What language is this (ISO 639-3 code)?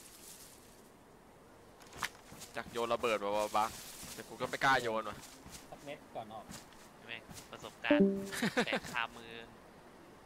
tha